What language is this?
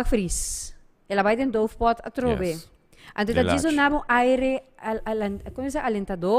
Papiamento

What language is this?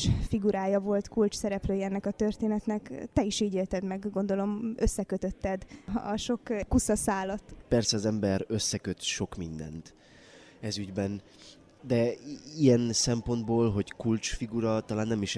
Hungarian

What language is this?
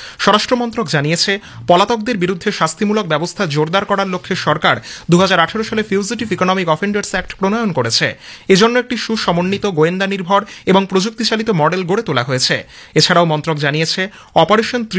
Bangla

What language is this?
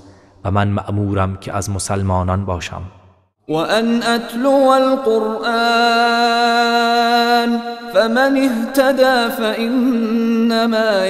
Persian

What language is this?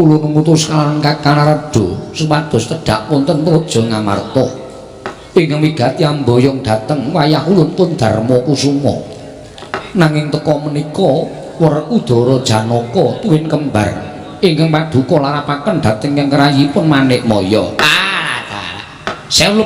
Javanese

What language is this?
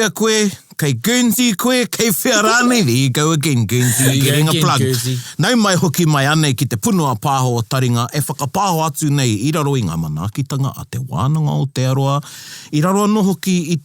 Māori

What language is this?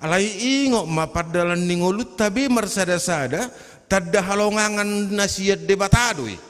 Batak Toba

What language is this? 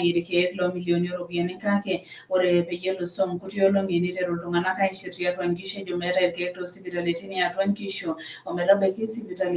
Masai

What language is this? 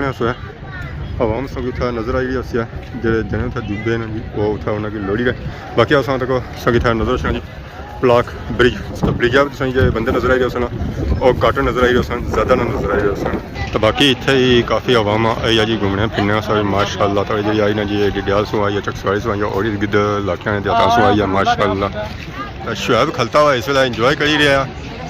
Pahari-Potwari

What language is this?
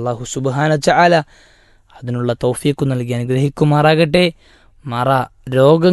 Malayalam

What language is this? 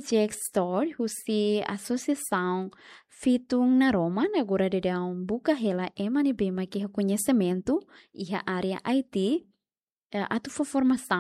Tetum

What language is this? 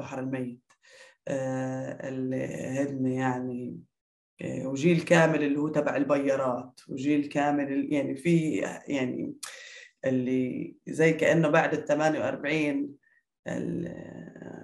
North Levantine Arabic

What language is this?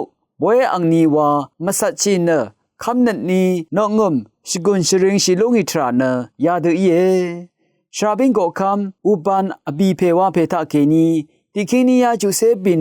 Rawang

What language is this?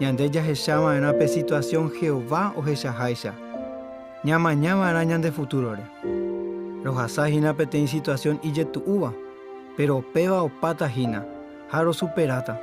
Guarani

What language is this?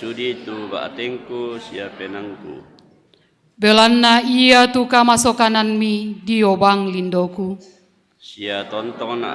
Toraja-Sa'dan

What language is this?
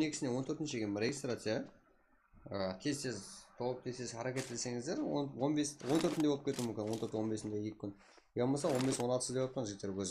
Kara-Kalpak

